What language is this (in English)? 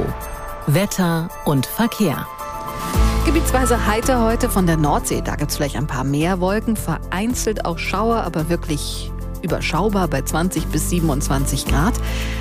German